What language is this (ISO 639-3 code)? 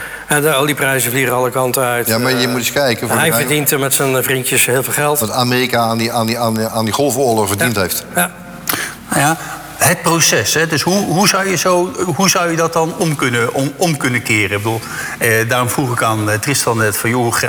nld